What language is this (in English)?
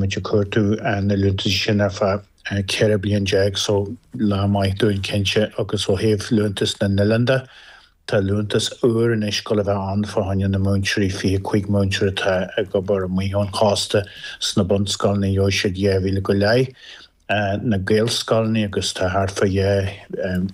Irish